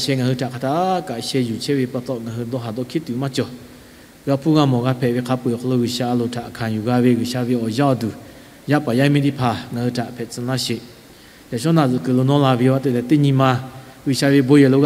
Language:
Lahu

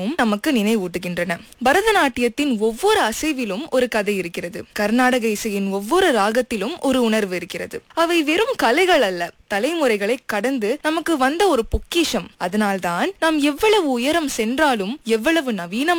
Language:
Tamil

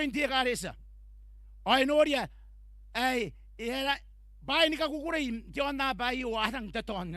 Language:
Gilbertese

